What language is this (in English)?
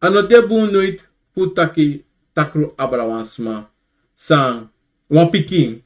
Sranan Tongo